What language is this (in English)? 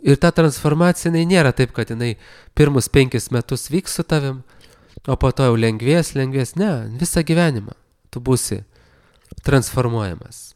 Lithuanian